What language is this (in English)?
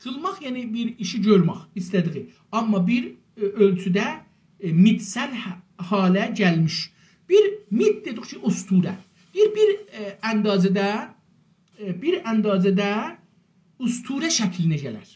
South Azerbaijani